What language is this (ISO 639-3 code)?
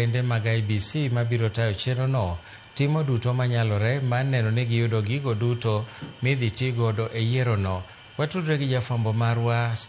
luo